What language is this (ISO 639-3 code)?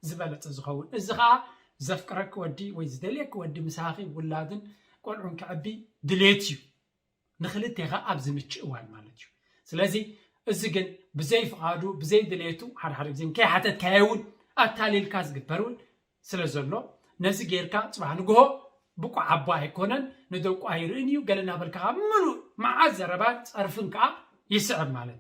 tir